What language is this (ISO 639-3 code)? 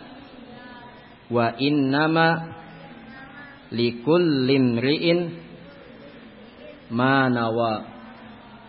ind